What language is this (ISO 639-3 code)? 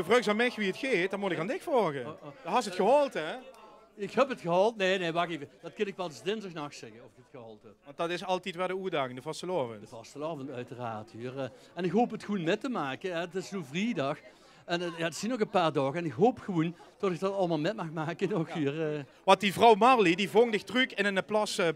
lim